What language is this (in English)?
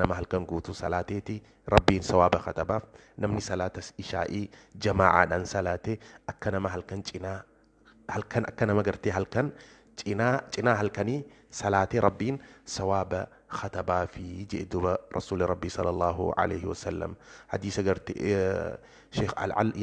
Oromo